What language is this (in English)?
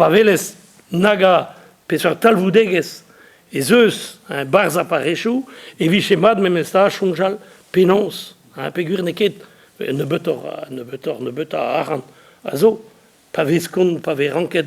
Breton